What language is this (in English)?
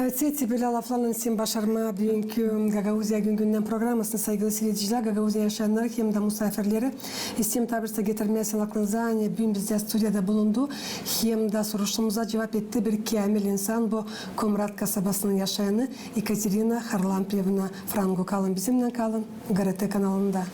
Gagauz